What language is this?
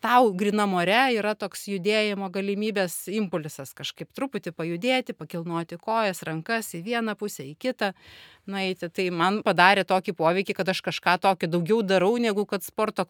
Lithuanian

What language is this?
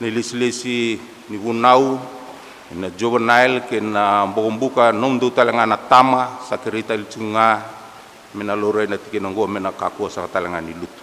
Fijian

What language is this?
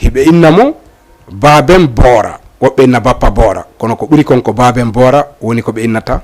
Fula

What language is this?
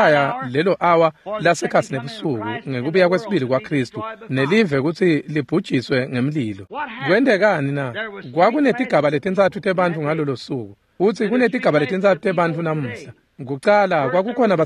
Swati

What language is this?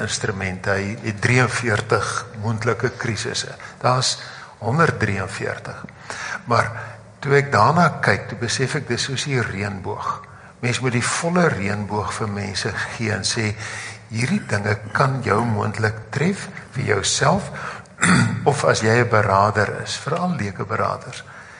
Afrikaans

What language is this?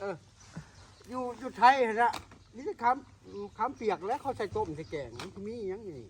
Northeastern Thai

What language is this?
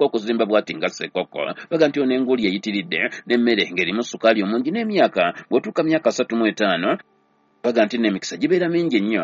Ganda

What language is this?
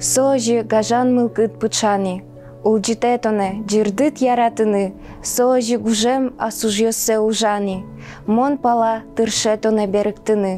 Udmurt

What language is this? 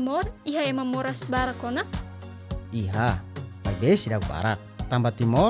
Tetum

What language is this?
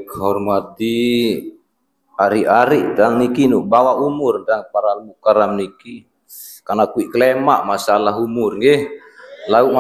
Sasak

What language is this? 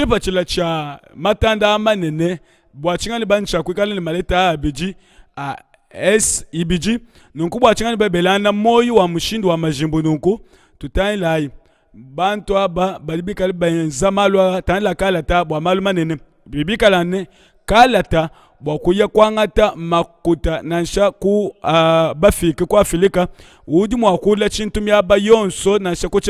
Luba-Lulua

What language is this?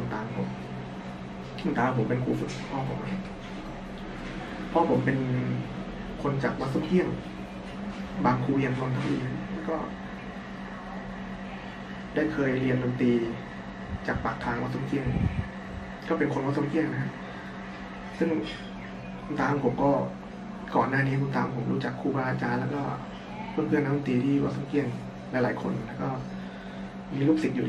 Thai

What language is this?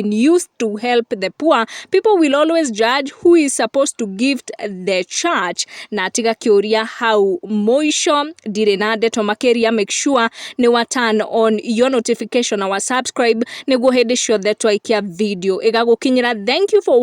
Kikuyu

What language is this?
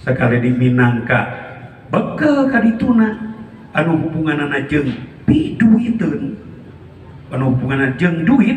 Sundanese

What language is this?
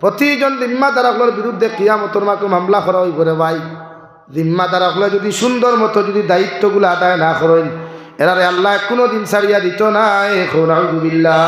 Sylheti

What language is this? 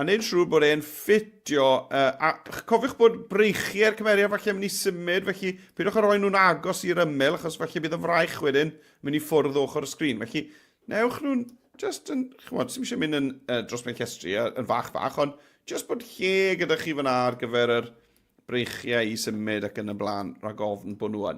Welsh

